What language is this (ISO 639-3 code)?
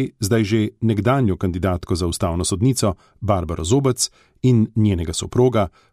slv